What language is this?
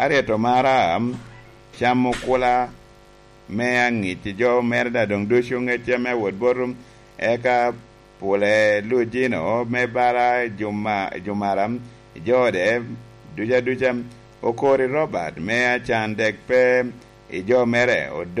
Lango (Uganda)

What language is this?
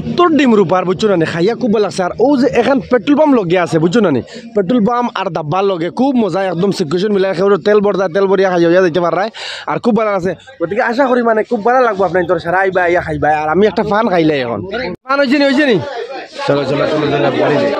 Sylheti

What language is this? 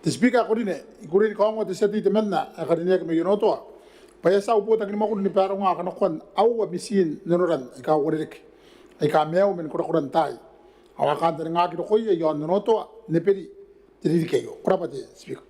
Gilbertese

